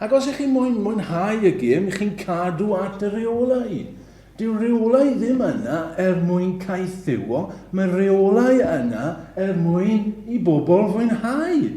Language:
Welsh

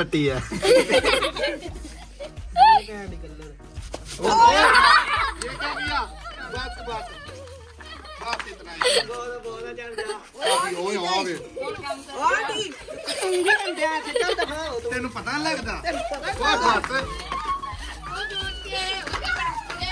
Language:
Punjabi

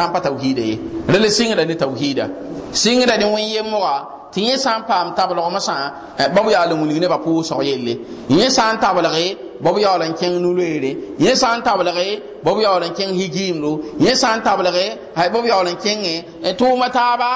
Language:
Mossi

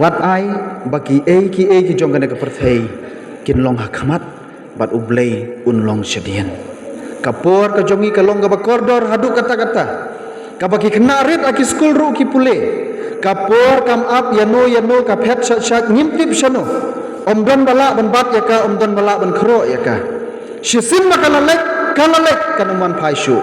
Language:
Khasi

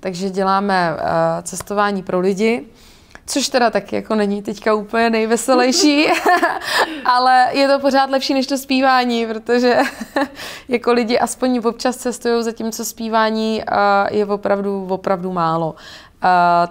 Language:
Czech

